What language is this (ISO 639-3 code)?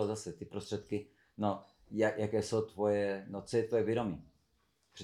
ces